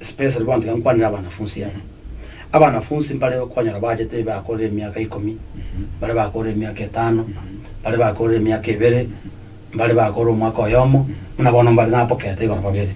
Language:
Gusii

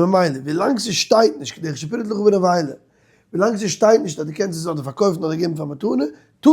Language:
Yiddish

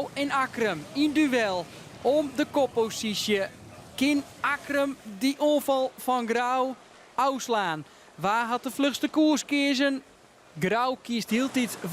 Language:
Western Frisian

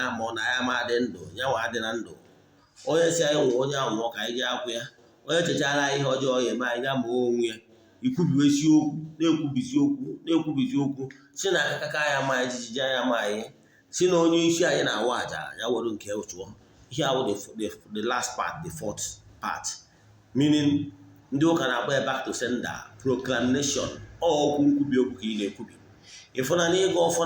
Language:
Igbo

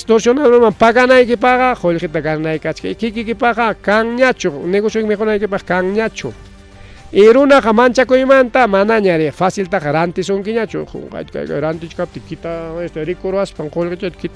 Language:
Ayacucho Quechua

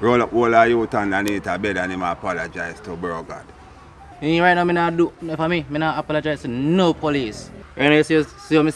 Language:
Jamaican Creole English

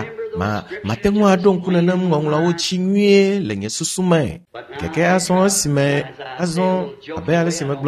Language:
Ewe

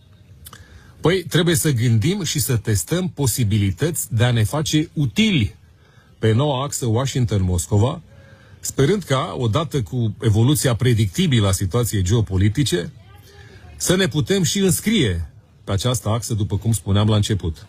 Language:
Romanian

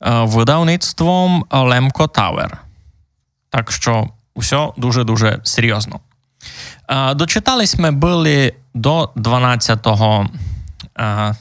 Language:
Rusyn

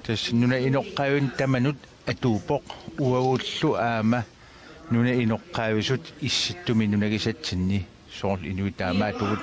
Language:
Kalaallisut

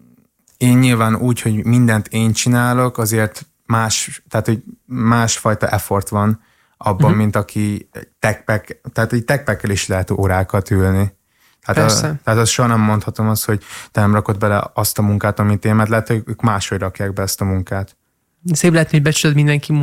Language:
Hungarian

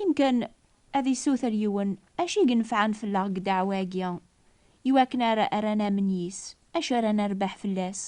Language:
Kabyle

